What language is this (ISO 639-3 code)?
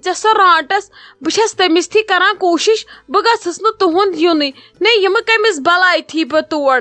kas